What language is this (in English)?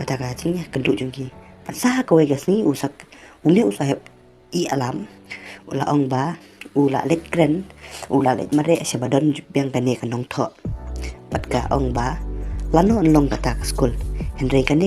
Khasi